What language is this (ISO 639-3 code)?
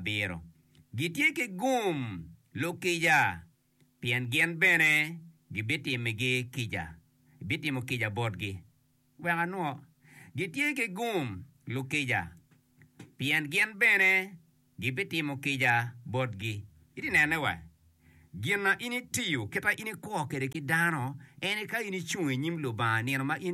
ach